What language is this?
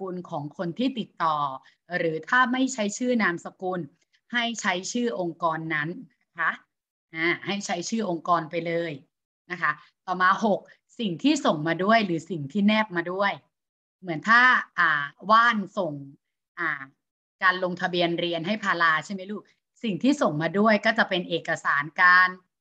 Thai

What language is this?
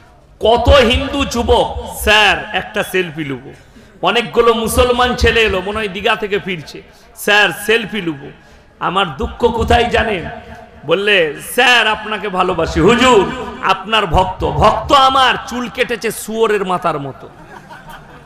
Bangla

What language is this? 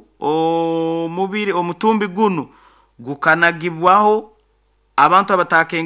Nyoro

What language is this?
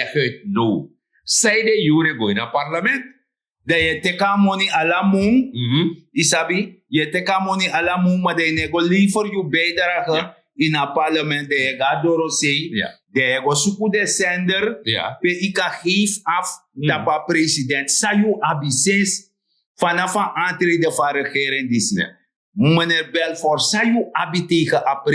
Sranan Tongo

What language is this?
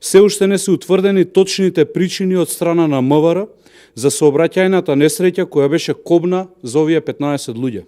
Macedonian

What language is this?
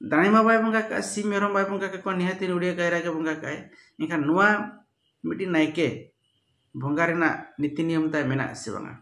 Santali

